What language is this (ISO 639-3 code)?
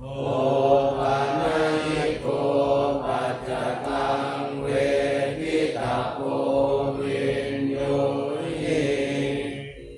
pli